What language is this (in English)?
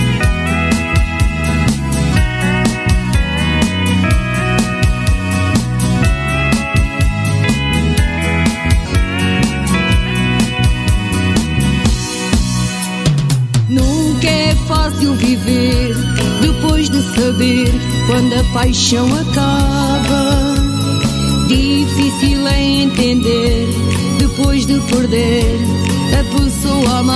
Portuguese